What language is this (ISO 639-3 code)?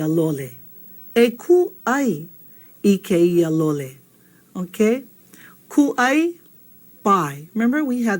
haw